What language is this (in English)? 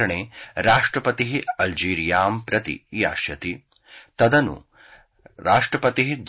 Sanskrit